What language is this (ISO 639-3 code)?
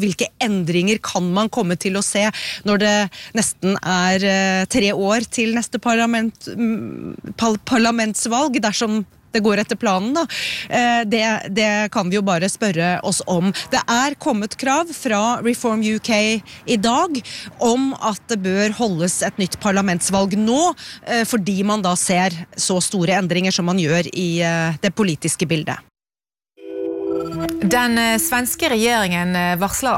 nor